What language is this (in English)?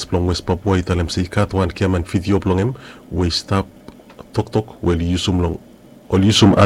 Bislama